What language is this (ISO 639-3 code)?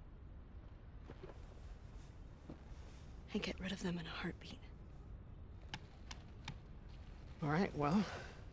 eng